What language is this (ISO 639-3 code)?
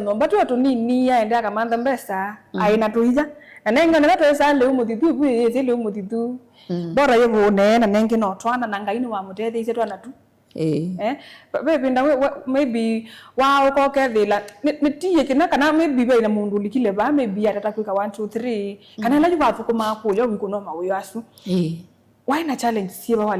kam